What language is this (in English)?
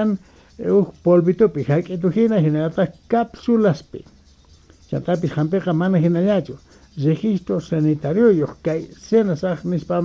South Bolivian Quechua